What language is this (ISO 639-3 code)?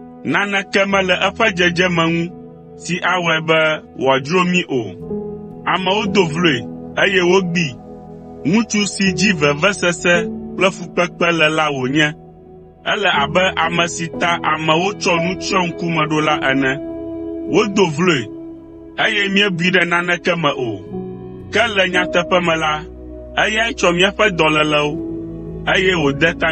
ewe